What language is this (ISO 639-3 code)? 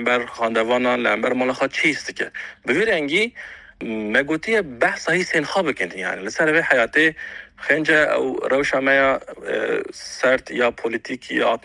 kur